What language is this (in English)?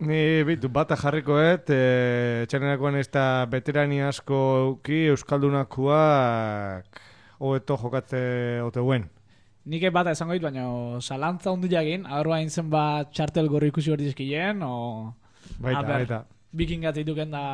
Basque